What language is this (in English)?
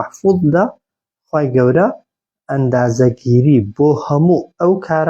Central Kurdish